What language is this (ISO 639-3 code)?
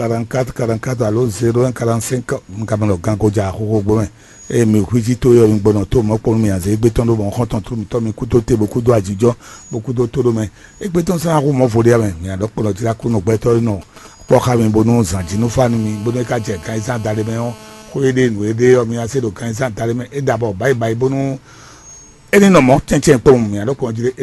fon